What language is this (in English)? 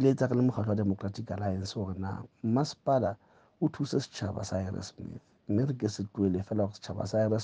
Southern Sotho